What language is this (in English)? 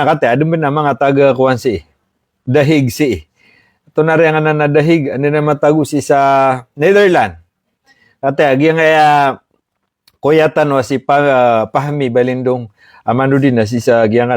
Maranao